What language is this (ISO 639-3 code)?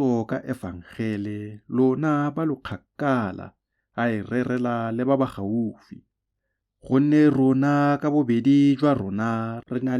tsn